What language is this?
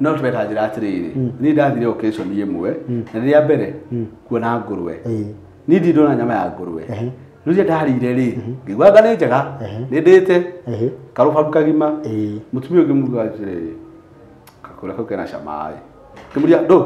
Kikuyu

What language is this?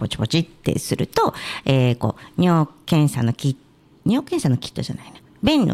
Japanese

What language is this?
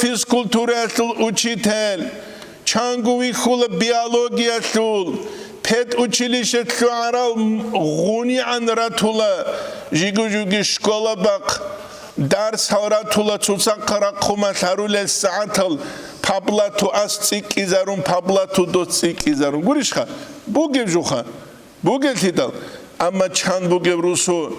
Avaric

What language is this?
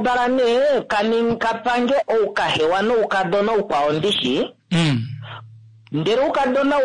Kuanyama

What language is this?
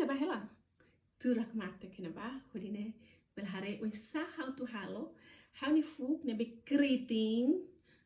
Tetum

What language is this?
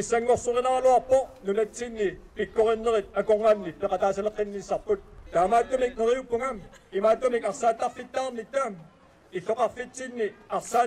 Kalaallisut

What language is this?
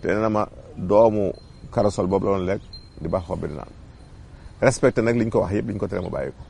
Wolof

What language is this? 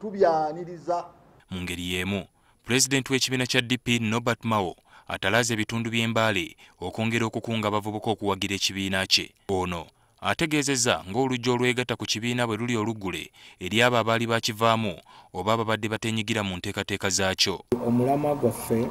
Ganda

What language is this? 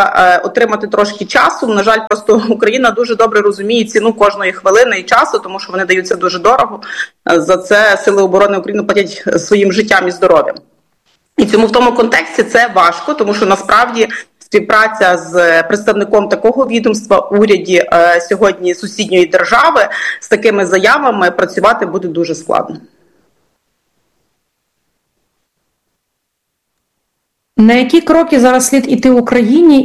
Ukrainian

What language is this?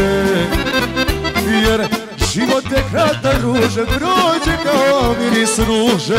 Serbian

